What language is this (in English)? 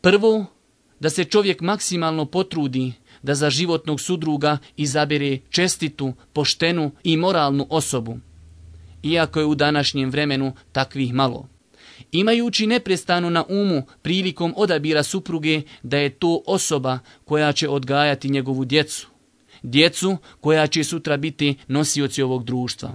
Bosnian